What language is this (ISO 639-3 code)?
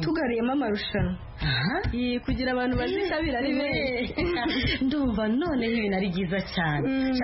kin